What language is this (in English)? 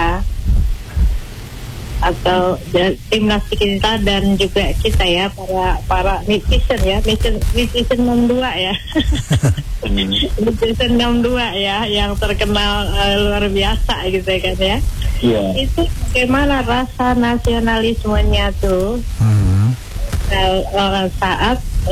Indonesian